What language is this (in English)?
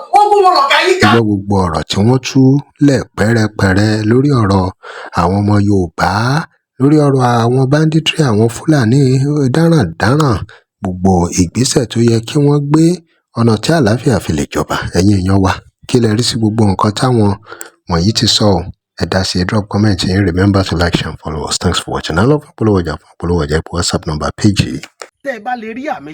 Yoruba